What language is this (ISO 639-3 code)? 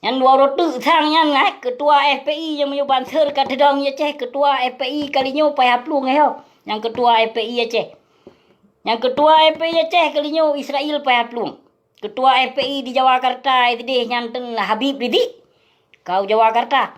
ace